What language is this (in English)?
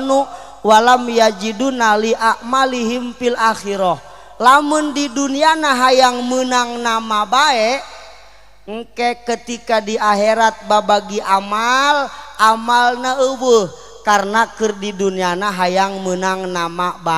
Sundanese